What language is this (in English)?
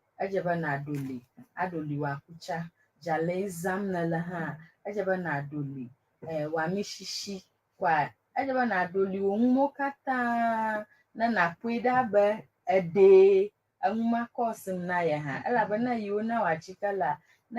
Ewe